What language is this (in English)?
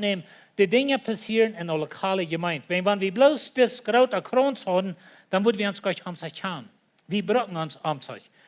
Plautdietsch